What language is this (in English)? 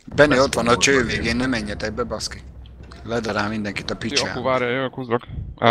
Hungarian